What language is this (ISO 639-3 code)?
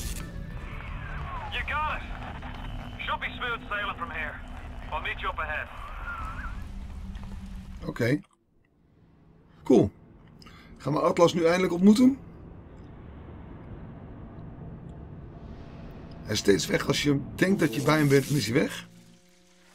nld